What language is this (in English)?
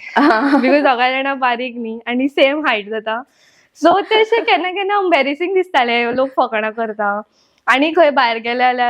Konkani